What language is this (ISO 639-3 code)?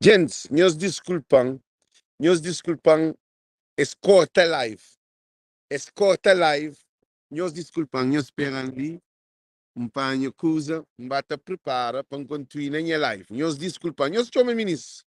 kea